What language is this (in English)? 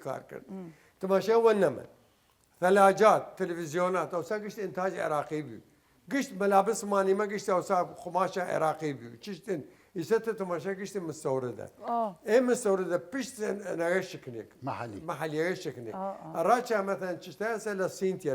Southern Kurdish